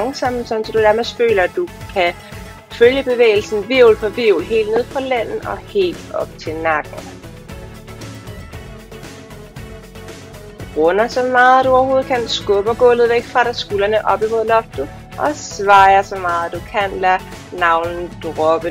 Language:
Danish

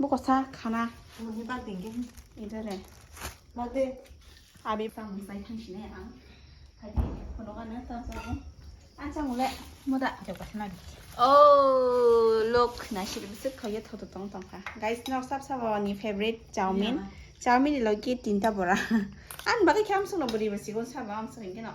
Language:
Kok Borok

